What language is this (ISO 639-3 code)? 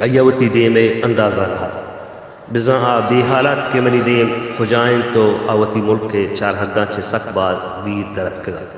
bal